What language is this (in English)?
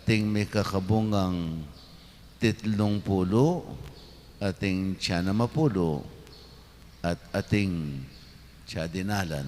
Pampanga